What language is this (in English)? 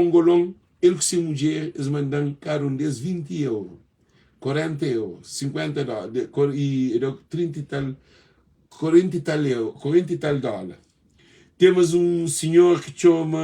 Kabuverdianu